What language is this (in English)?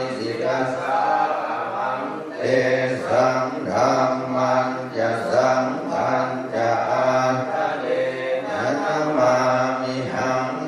Pali